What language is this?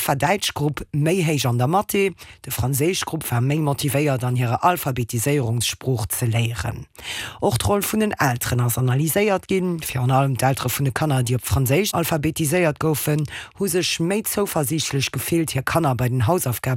Luxembourgish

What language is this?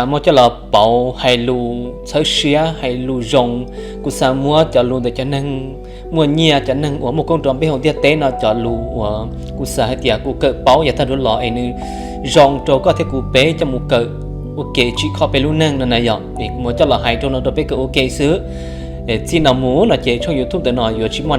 Hmong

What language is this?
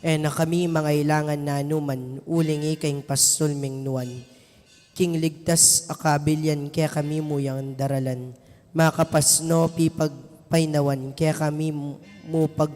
Pampanga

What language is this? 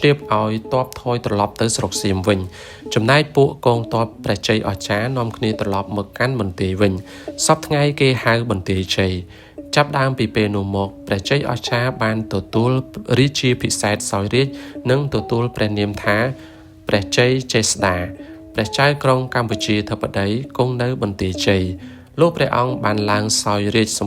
Khmer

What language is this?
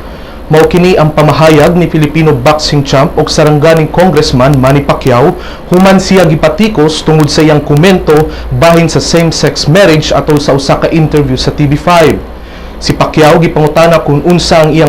Cebuano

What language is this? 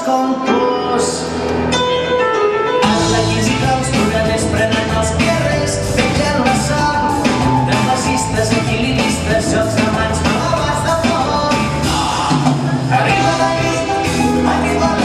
Catalan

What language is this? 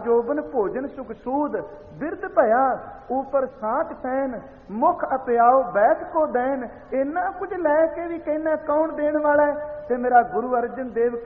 Punjabi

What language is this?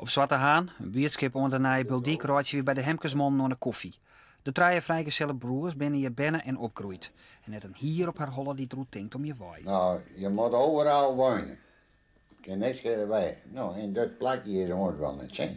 Western Frisian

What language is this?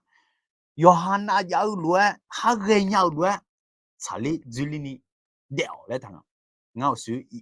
Akha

